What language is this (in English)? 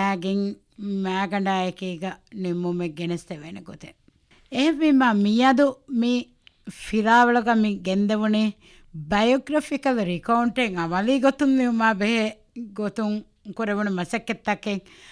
Divehi